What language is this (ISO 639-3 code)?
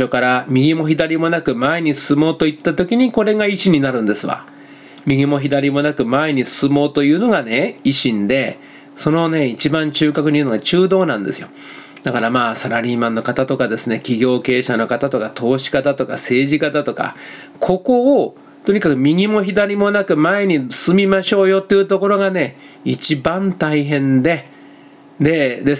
jpn